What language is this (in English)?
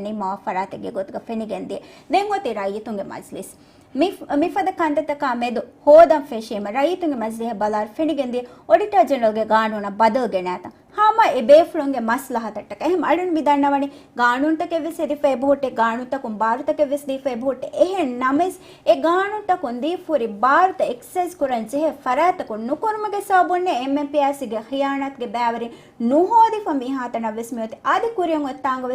Divehi